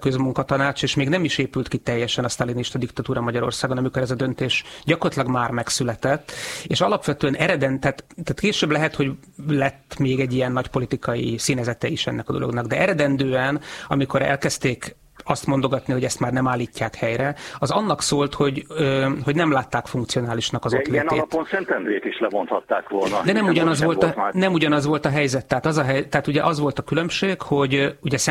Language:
Hungarian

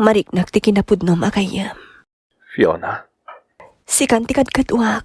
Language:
Iloko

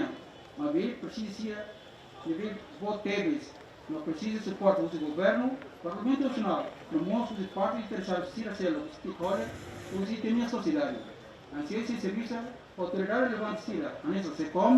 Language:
Tetum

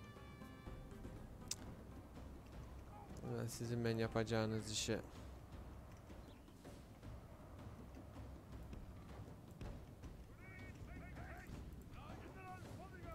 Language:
Turkish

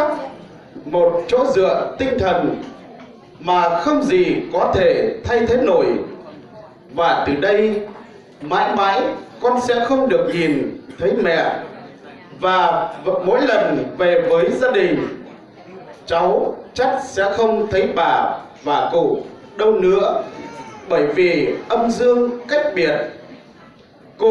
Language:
Vietnamese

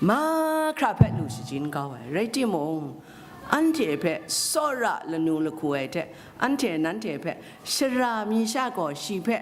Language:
Kachin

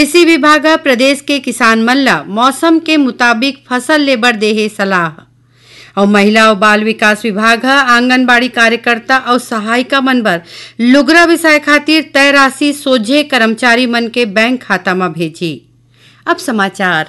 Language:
Chhattisgarhi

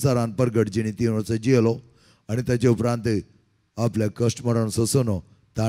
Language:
Konkani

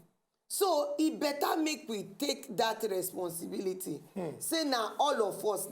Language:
Nigerian Pidgin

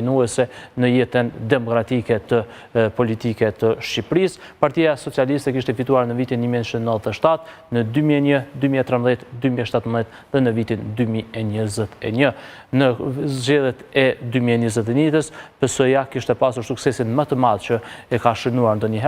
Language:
Albanian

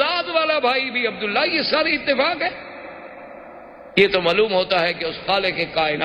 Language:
Urdu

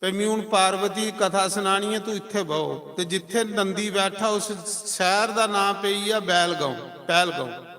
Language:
Dogri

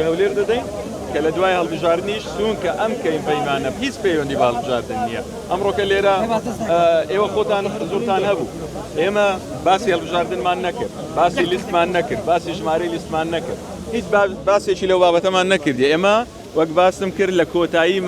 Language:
Central Kurdish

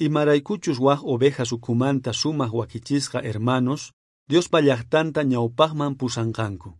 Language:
South Bolivian Quechua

